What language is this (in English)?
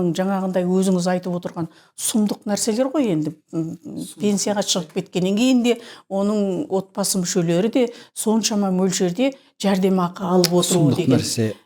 Kazakh